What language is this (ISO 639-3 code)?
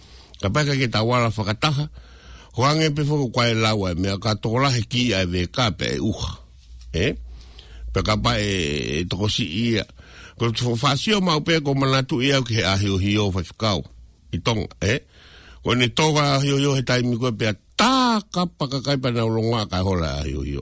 ton